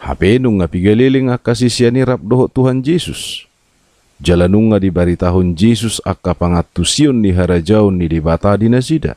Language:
Batak Toba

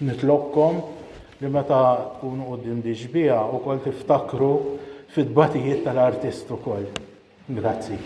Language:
Maltese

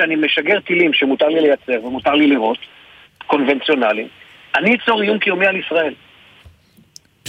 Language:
Hebrew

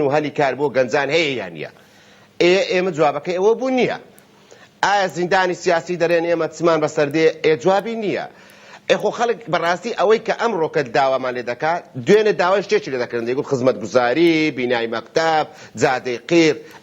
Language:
Central Kurdish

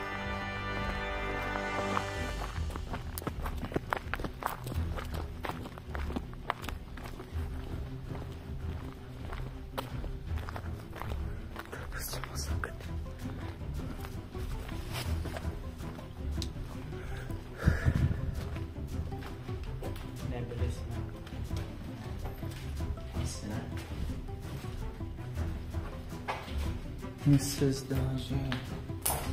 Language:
Czech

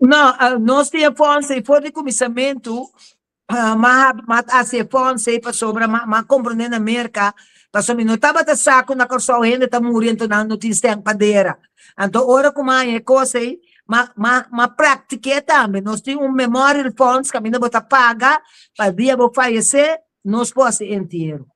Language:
Papiamento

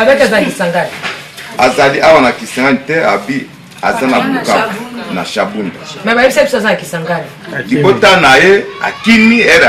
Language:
Lingala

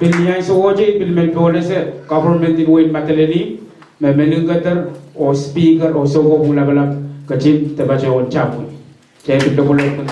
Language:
Pohnpeian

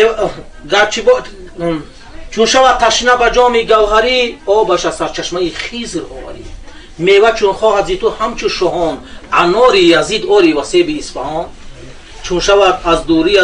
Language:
Tajik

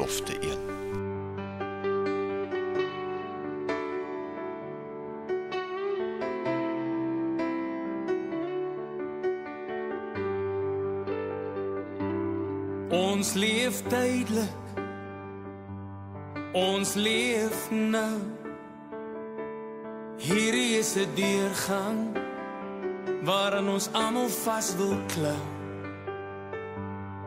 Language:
Afrikaans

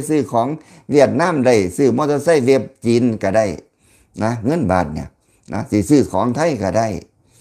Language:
Lao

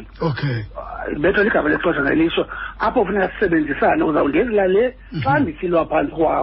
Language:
Xhosa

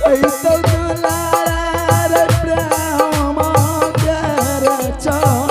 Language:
Angika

